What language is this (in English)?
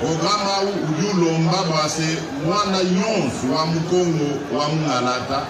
Luba-Lulua